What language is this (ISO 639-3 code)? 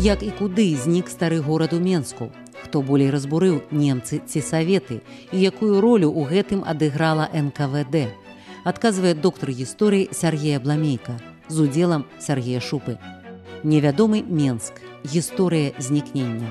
bel